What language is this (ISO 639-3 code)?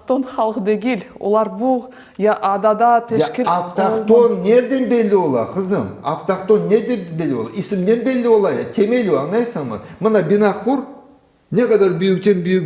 crh